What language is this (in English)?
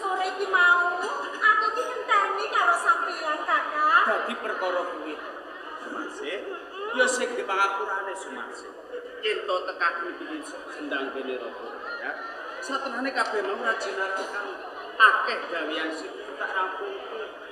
Javanese